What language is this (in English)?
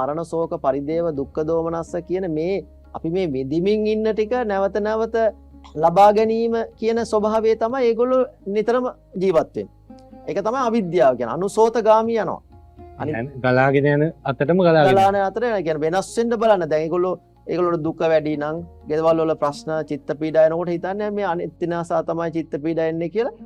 Sinhala